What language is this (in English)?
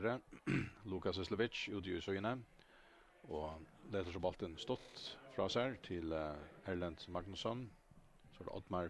Faroese